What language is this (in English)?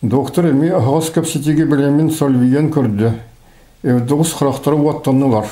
Yakut